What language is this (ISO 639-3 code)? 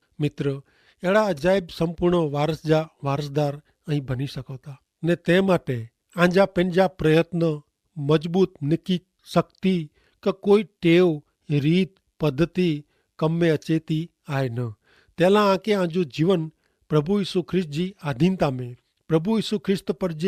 kfr